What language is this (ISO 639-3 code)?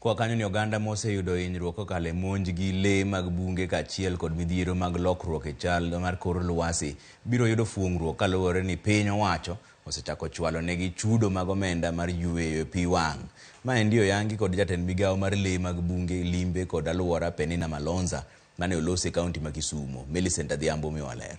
luo